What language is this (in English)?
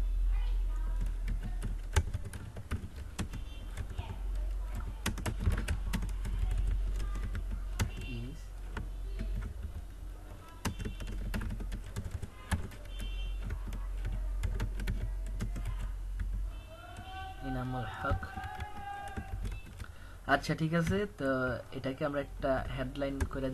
Bangla